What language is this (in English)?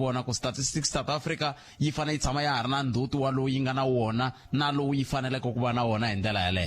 Tsonga